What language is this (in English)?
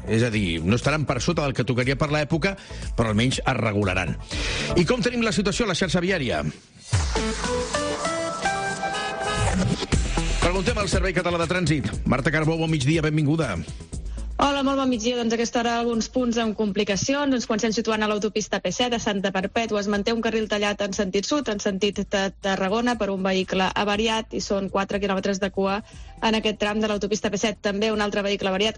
Catalan